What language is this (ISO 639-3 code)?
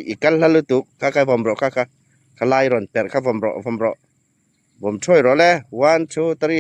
hmr